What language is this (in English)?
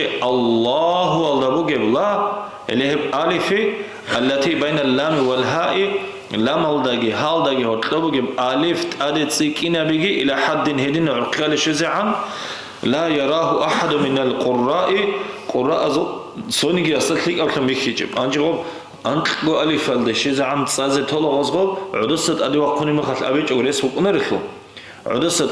Avaric